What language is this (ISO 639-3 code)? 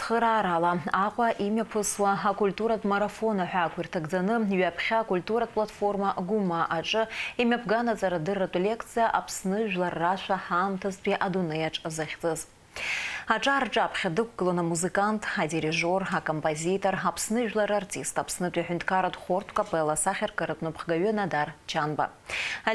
abk